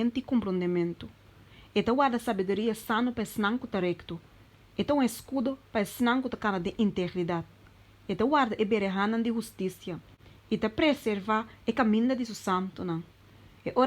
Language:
Papiamento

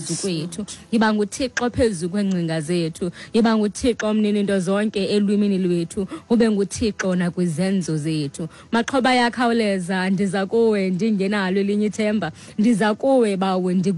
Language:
Xhosa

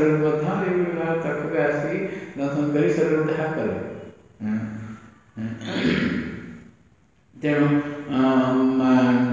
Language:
Odia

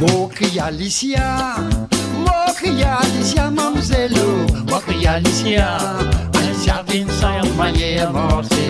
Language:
Morisyen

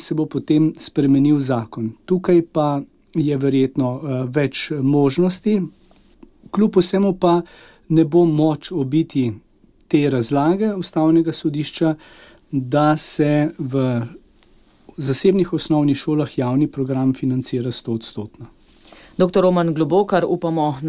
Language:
Slovenian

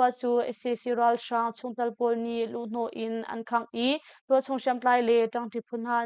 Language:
Hakha Chin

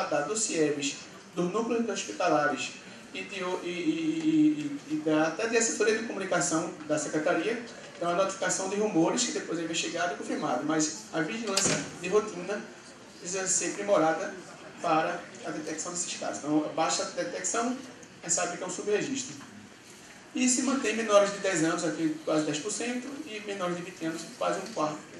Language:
Portuguese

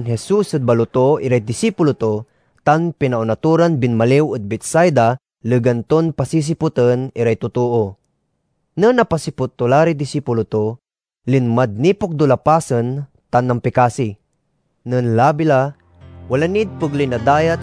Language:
Pangasinan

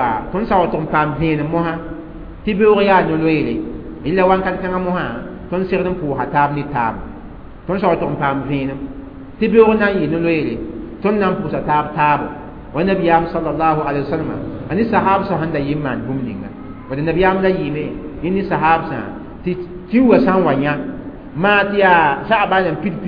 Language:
Mossi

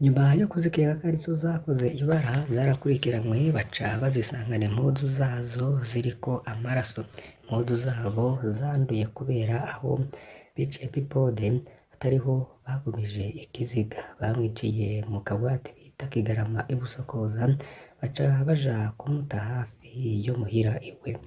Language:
Rundi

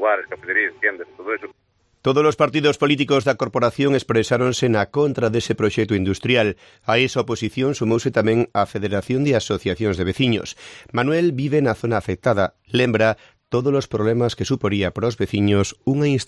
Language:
Galician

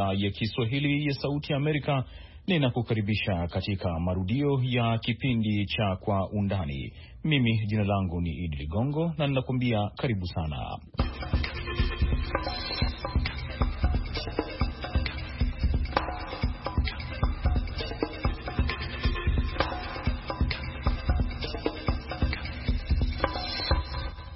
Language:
Swahili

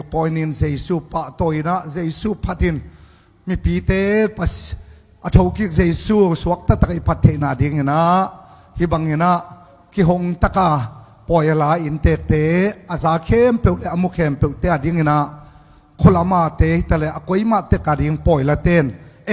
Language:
Tedim Chin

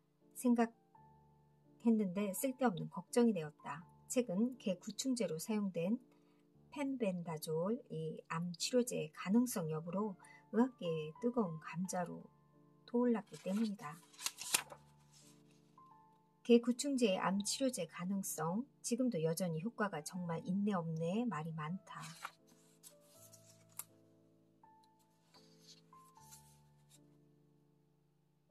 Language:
Korean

